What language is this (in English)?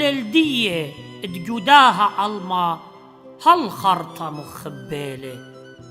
Assyrian Neo-Aramaic